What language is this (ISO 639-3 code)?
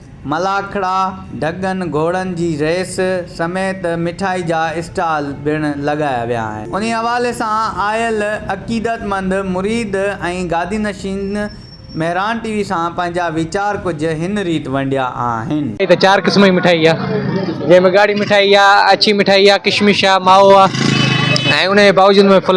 snd